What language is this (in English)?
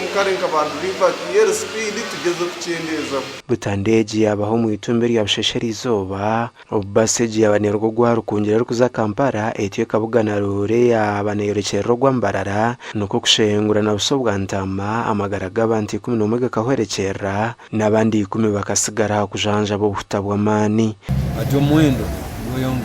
Nyankole